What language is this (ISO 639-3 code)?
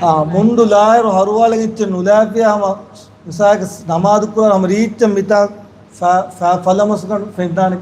div